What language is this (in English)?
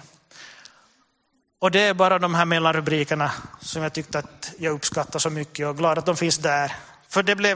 Swedish